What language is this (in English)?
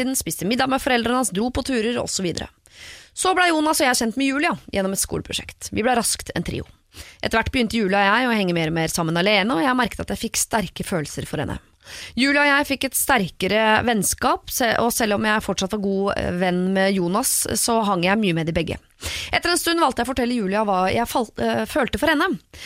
Norwegian